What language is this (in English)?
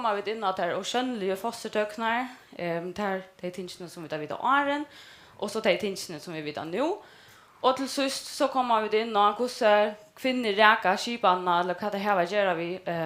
Faroese